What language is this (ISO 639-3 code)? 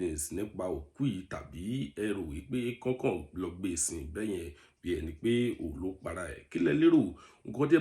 yor